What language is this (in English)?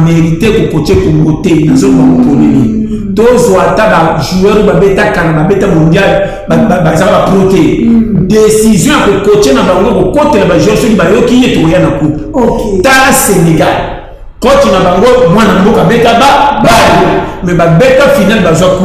Lingala